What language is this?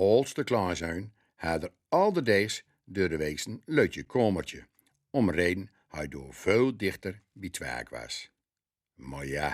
Gronings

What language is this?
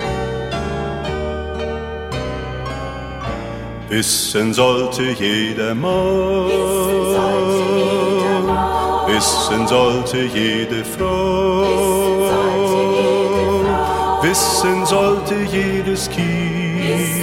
German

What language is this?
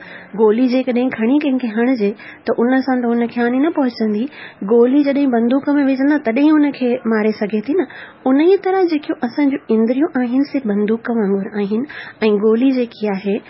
Sindhi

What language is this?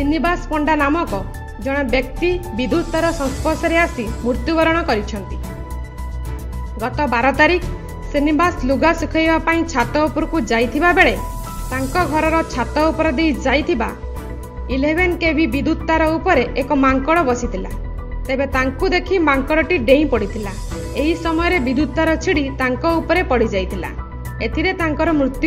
Odia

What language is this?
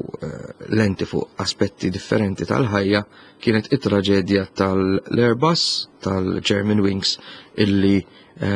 Maltese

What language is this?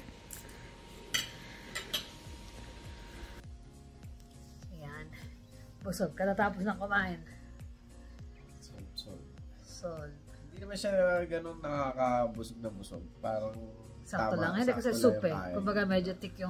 Filipino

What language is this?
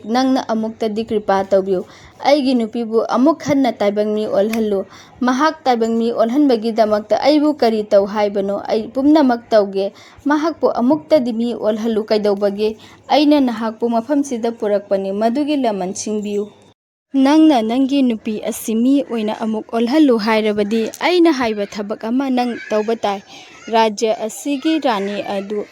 Manipuri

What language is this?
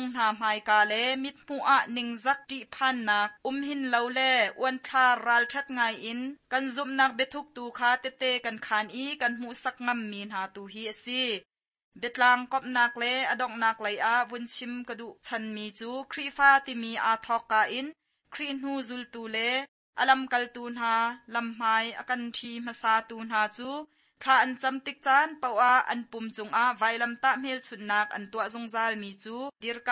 Hakha Chin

